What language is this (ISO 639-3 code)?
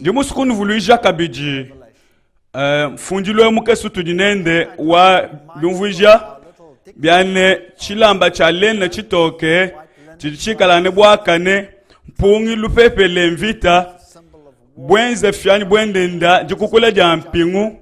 lua